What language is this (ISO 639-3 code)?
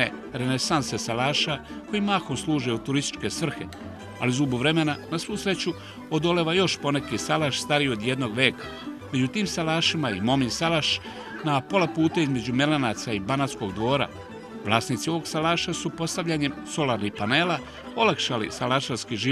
srp